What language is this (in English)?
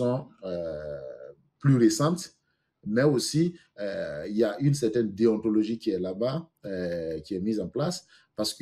French